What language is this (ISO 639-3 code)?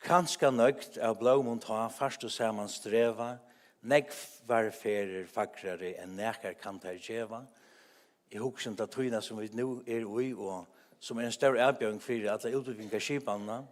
fao